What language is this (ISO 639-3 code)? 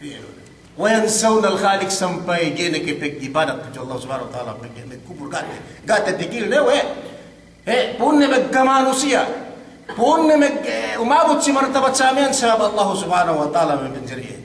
yka